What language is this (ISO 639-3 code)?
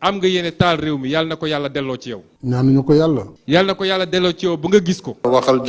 wol